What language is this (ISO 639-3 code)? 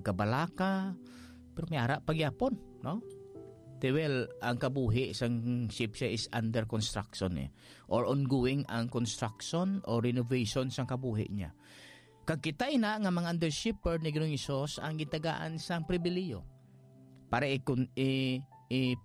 hil